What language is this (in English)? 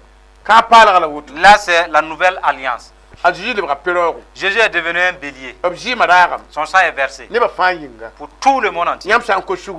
Mossi